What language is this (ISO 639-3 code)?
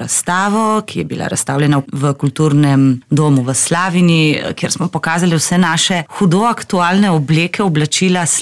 slv